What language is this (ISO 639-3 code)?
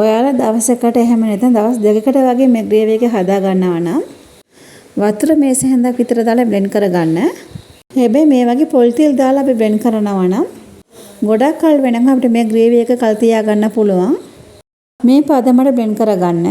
sin